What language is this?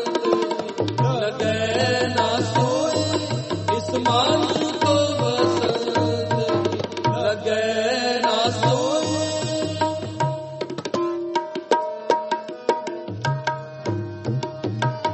Punjabi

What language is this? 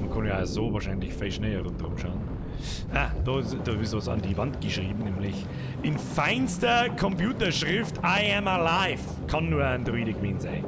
Bavarian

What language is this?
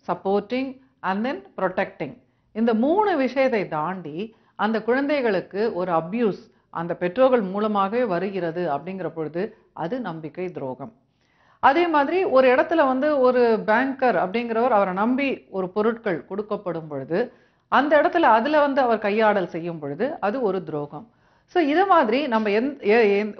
Tamil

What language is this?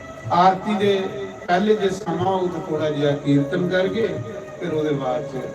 Dogri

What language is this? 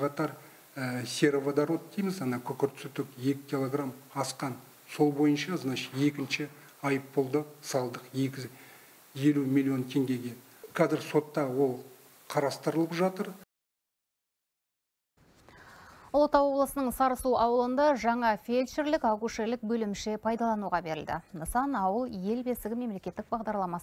Kazakh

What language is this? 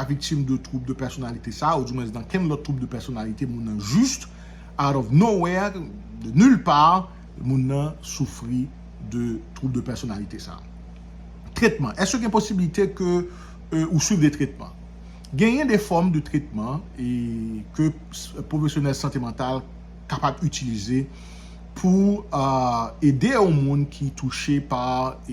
Haitian Creole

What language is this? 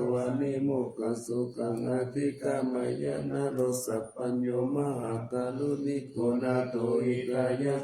Pali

